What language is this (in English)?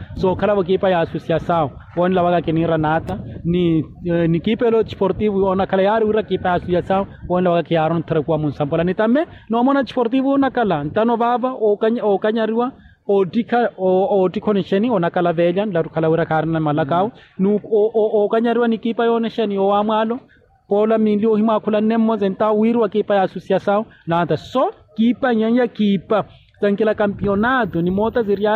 Makhuwa